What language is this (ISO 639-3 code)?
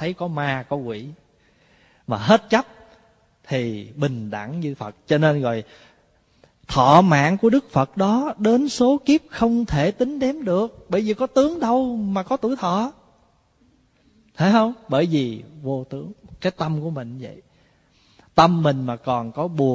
vie